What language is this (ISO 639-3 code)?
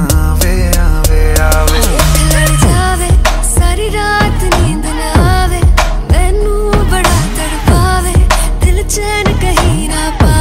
hin